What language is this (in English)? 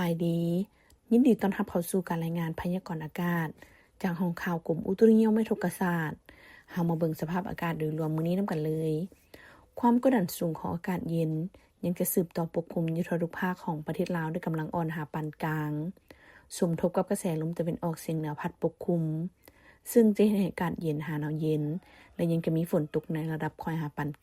Lao